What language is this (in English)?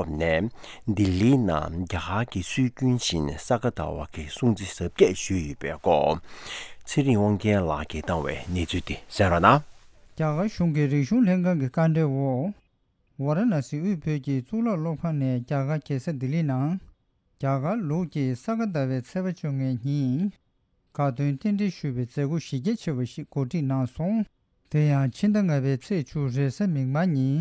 Tibetan